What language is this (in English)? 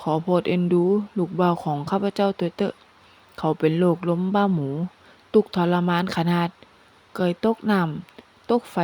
Northern Thai